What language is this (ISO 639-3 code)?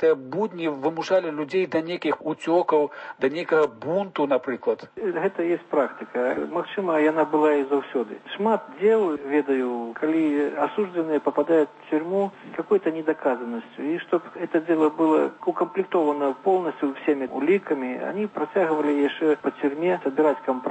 bel